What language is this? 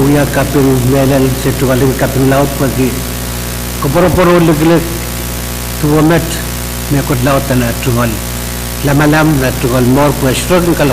Pohnpeian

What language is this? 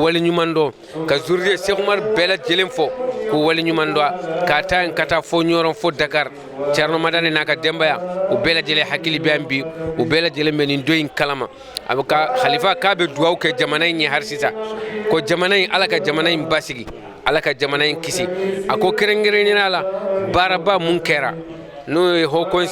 Bambara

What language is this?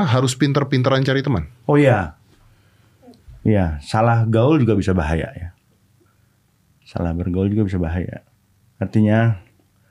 Indonesian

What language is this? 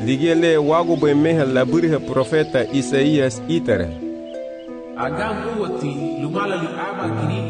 Garifuna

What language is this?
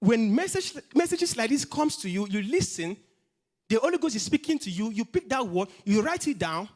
English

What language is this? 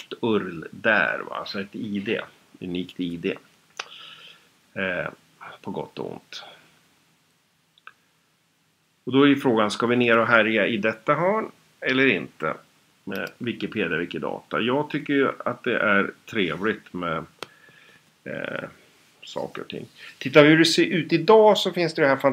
Swedish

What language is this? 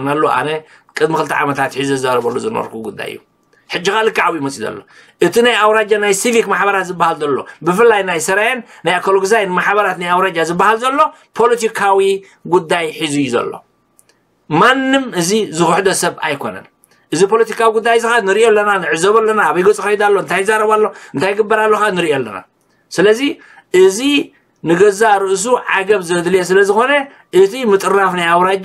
Tigrinya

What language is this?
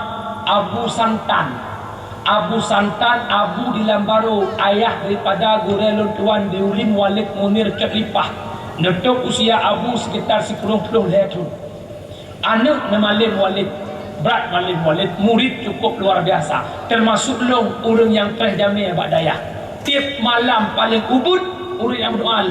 Achinese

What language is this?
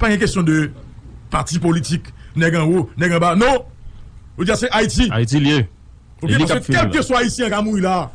Haitian Creole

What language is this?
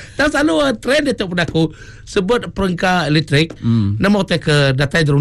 Iban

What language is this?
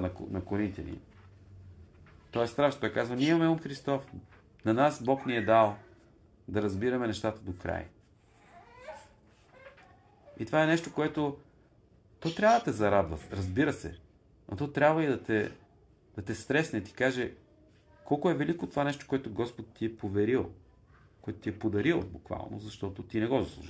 Bulgarian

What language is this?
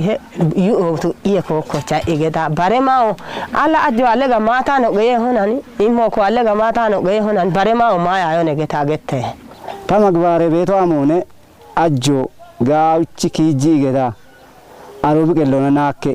Kafa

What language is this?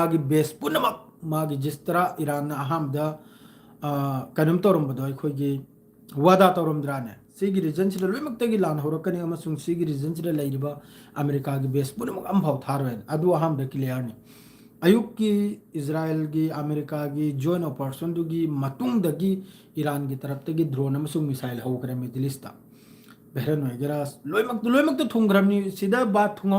Manipuri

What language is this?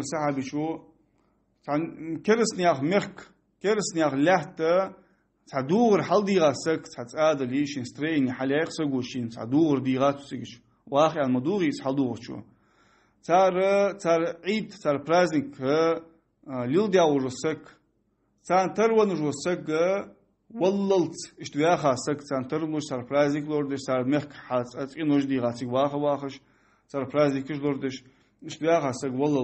Ingush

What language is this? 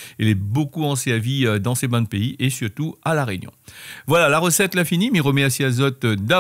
Réunion Creole French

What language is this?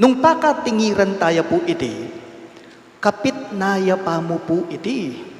Pampanga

